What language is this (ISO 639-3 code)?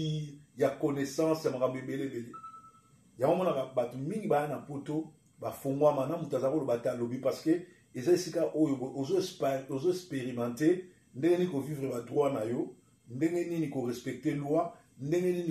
lin